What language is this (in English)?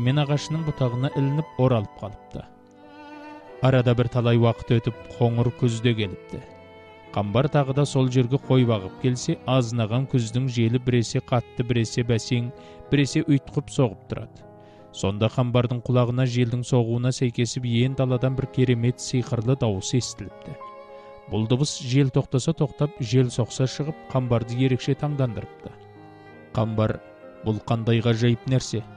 Kazakh